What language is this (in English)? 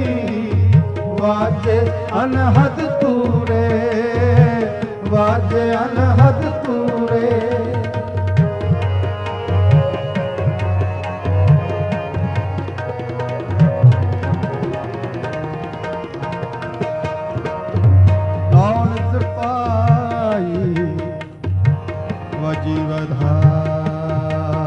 Punjabi